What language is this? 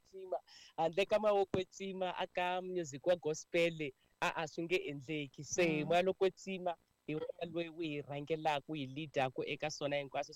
Tsonga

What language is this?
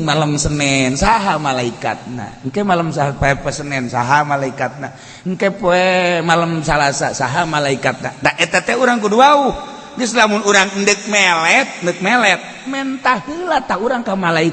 Sundanese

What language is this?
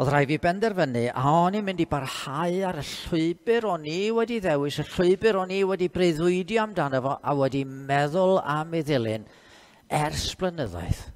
Welsh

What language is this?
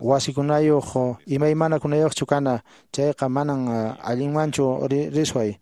Quechua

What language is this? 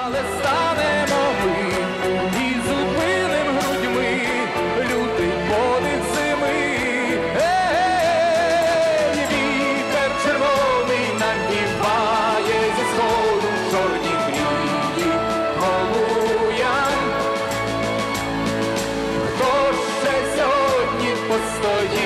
Ukrainian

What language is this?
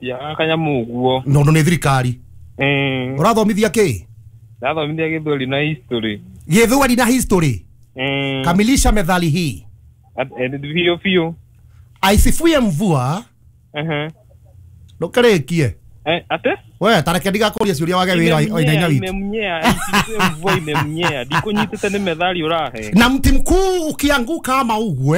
Kikuyu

